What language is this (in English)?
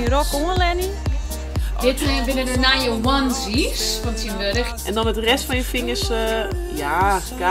Western Frisian